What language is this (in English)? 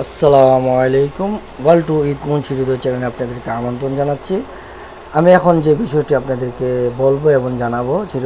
Bangla